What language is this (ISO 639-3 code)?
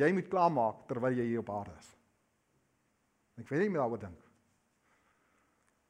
afr